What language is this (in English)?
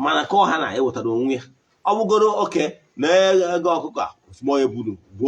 Igbo